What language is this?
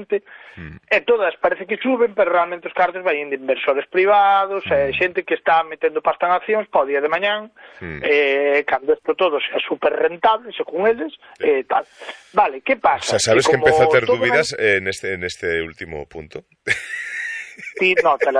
Galician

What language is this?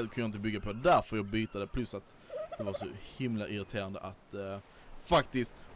Swedish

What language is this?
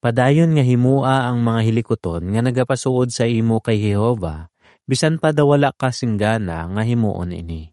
Hiligaynon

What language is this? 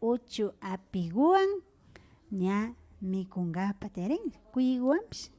Imbabura Highland Quichua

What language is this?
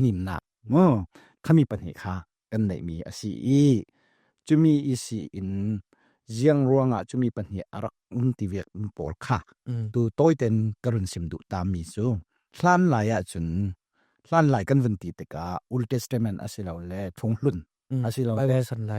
Falam Chin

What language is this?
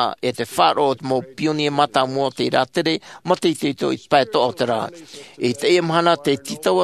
Tahitian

